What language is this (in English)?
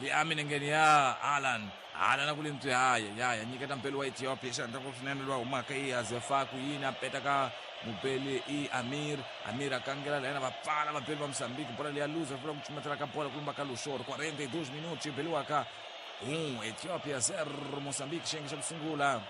Tsonga